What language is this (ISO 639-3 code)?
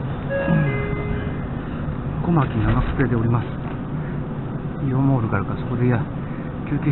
jpn